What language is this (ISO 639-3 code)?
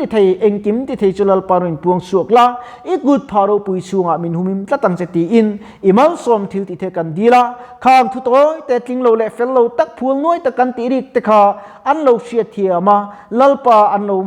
lus